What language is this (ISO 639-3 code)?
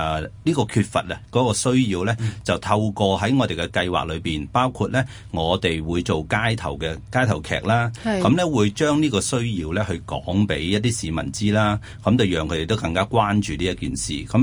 yue